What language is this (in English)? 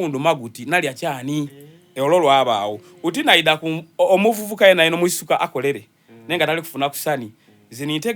Soga